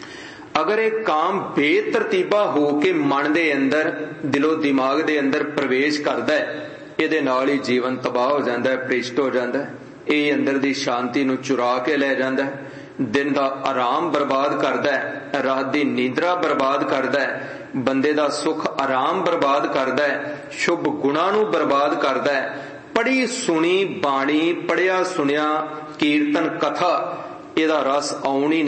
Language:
Punjabi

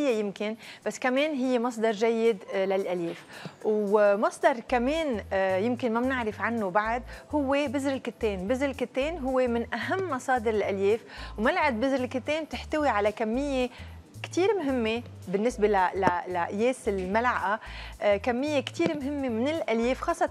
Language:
North Levantine Arabic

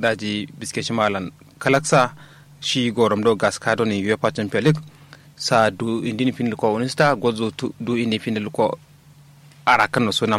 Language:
Kanuri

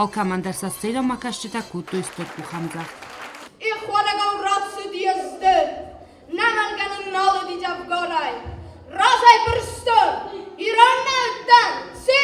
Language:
Ossetic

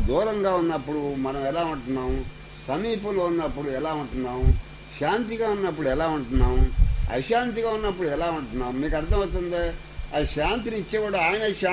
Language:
Telugu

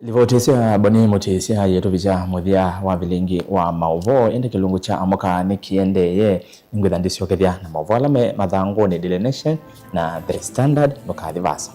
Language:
Kamba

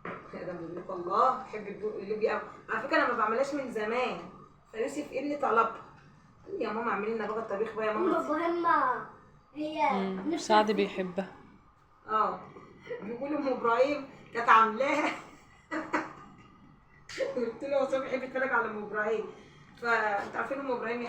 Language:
Egyptian Arabic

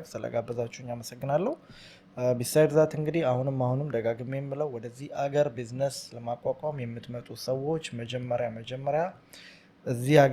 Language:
Amharic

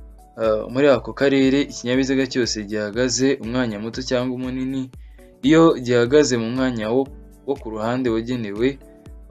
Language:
Kinyarwanda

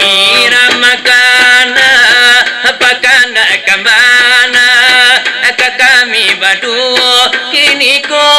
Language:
Minangkabau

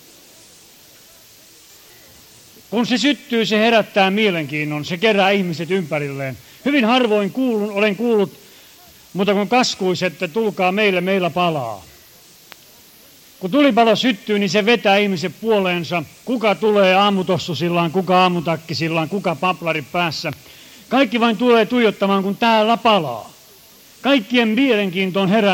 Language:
Finnish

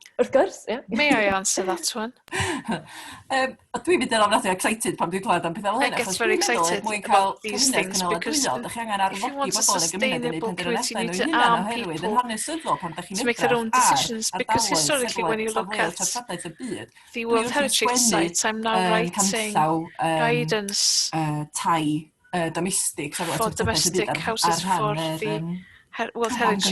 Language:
Welsh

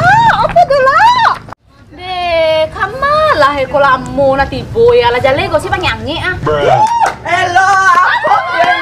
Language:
Minangkabau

